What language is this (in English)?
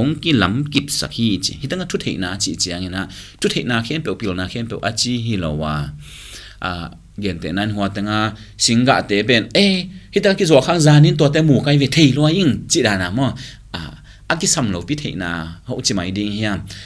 Tedim Chin